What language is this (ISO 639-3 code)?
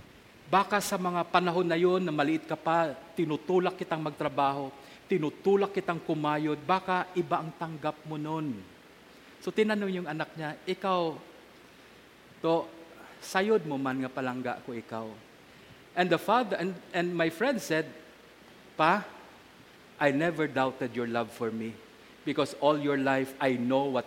fil